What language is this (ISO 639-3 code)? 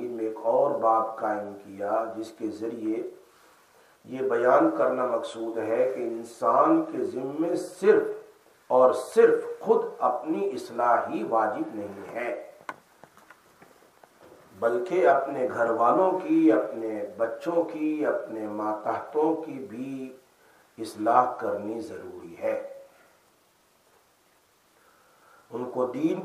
urd